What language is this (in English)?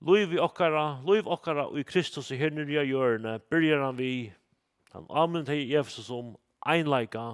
Faroese